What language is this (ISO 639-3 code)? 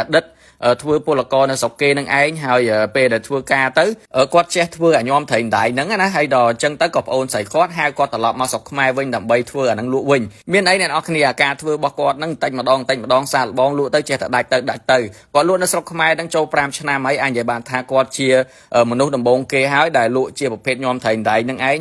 khm